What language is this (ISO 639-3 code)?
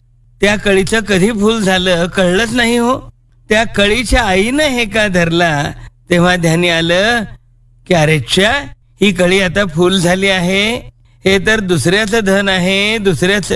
mar